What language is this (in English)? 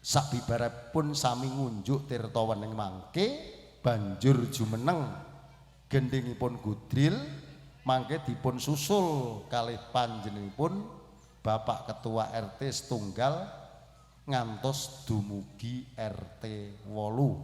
Javanese